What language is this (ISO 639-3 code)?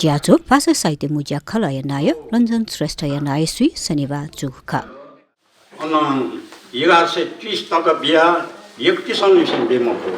new